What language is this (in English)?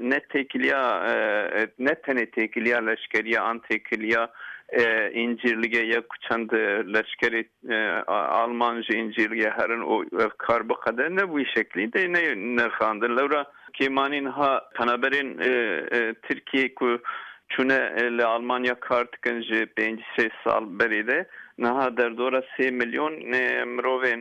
Kurdish